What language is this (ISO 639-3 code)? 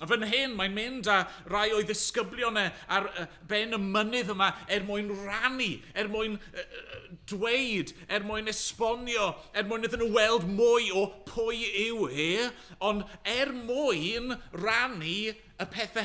cym